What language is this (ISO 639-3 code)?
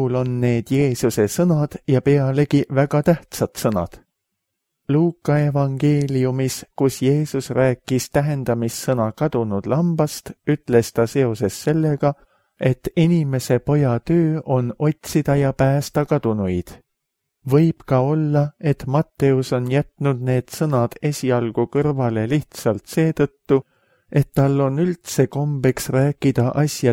est